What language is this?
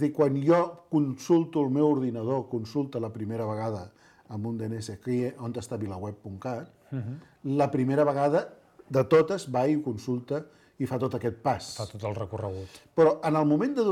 Catalan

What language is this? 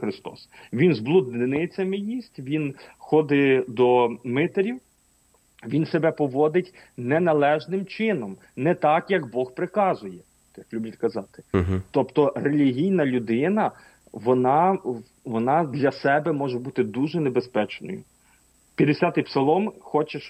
Ukrainian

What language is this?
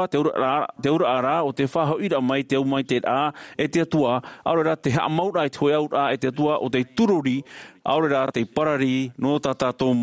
Tahitian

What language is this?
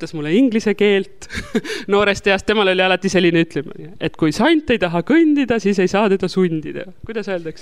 Estonian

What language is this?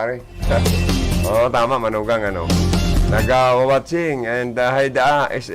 Bikol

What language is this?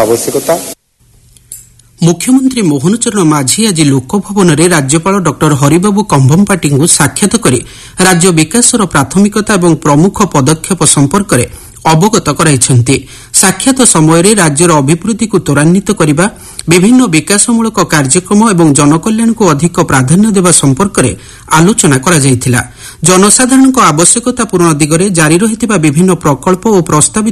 Odia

